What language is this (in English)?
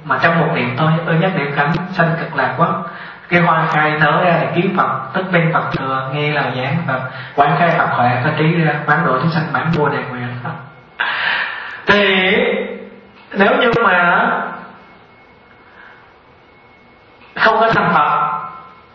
Vietnamese